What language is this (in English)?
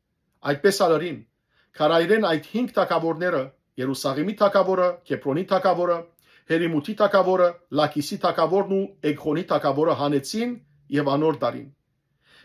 Western Armenian